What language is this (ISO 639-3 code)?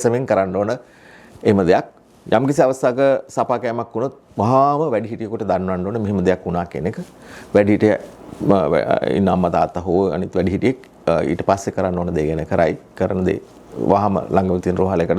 sin